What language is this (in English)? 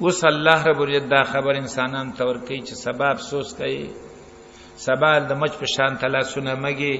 Pashto